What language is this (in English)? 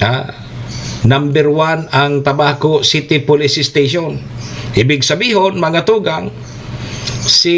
Bikol